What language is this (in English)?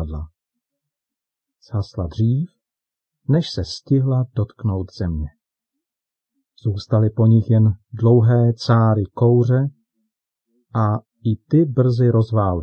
Czech